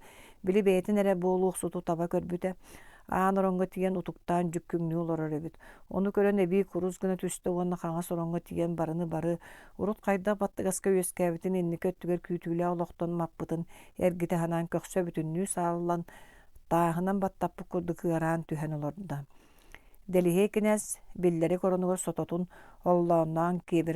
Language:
Yakut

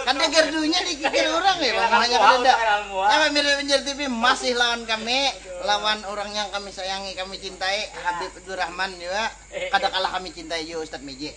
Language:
Banjar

